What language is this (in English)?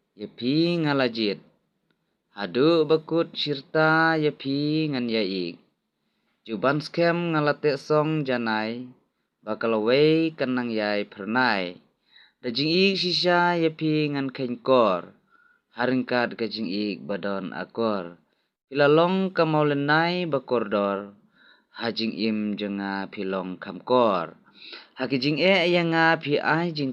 Khasi